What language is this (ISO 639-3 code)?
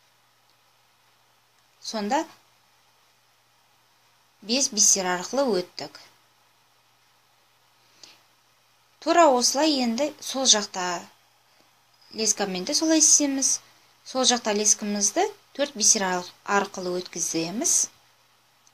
kaz